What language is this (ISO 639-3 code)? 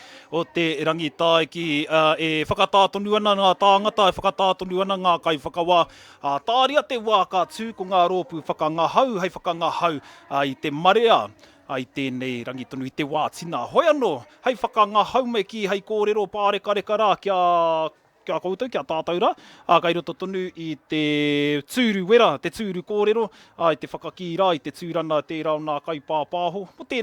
mri